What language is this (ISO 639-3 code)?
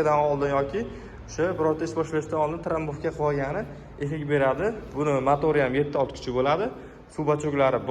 uzb